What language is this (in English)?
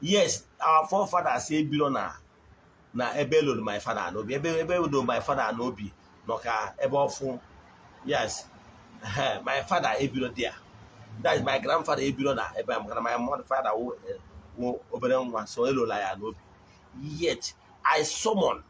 Igbo